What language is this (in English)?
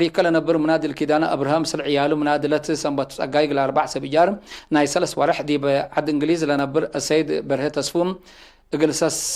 Tigre